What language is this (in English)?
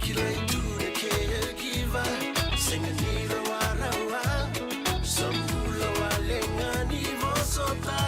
Fijian